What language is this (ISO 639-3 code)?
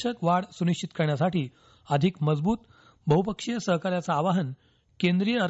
mar